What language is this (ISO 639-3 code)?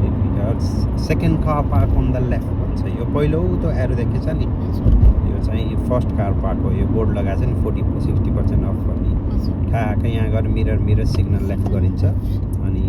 nep